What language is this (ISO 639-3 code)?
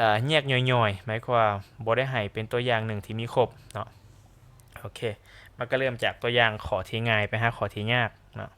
lao